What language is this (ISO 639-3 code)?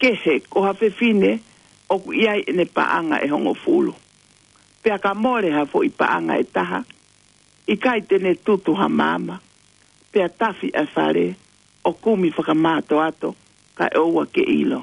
ton